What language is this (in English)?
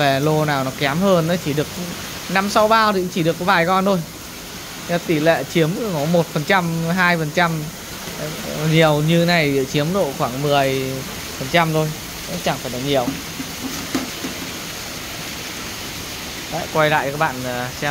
Vietnamese